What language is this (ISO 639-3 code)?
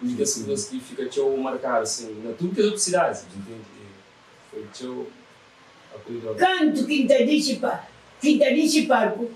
kea